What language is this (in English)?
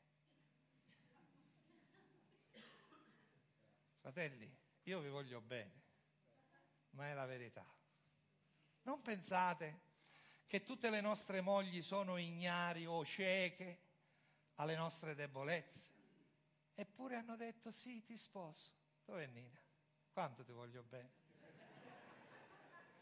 Italian